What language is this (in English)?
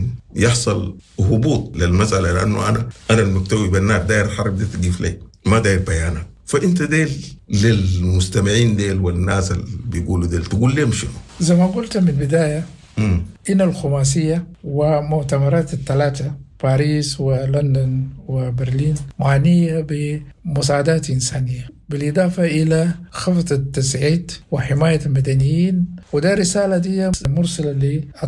Sudanese Arabic